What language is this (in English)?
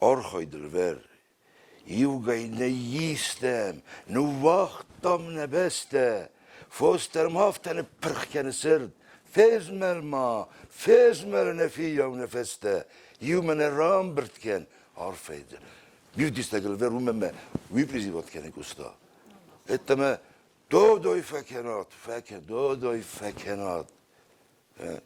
Ossetic